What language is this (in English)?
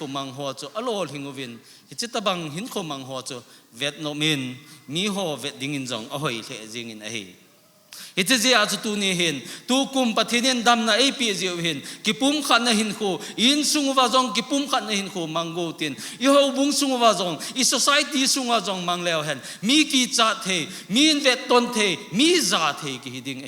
Thado Chin